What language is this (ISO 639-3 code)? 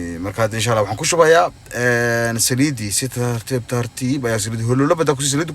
som